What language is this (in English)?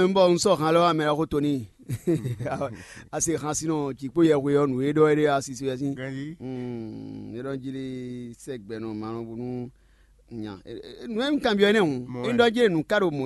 Fon